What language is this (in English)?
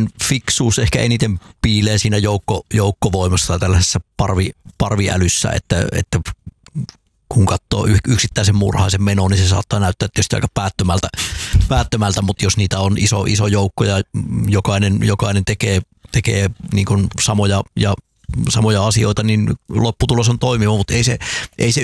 Finnish